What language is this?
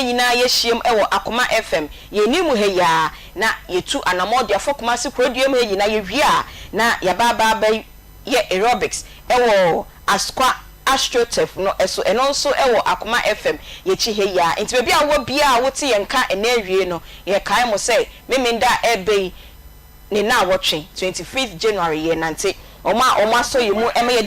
Akan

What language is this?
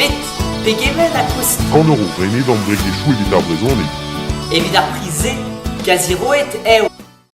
Breton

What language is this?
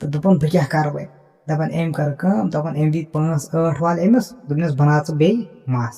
Kashmiri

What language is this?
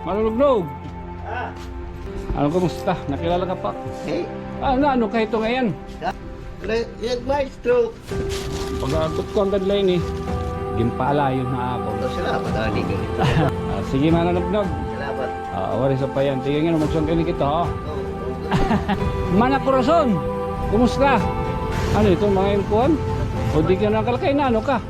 Waray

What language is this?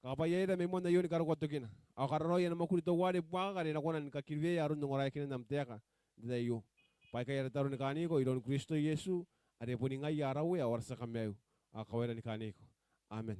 Gilbertese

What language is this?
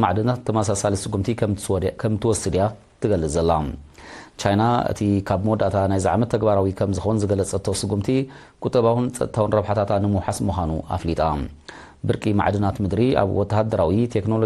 Tigrinya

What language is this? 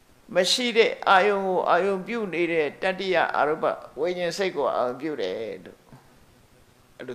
Burmese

